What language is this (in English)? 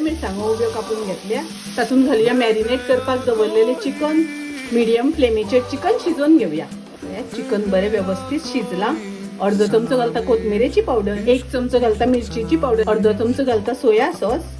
Konkani